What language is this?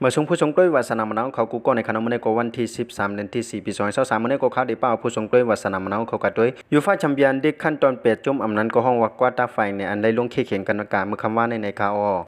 Shan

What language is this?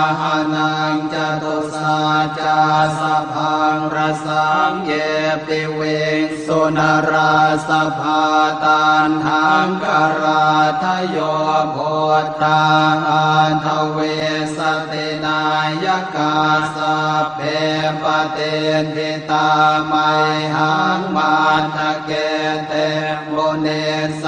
Pali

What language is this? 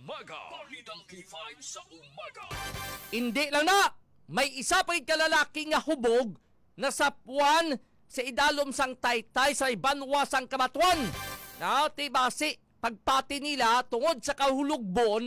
Hiligaynon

